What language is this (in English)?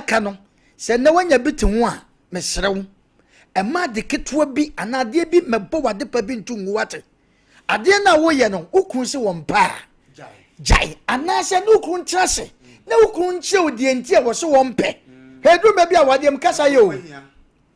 Akan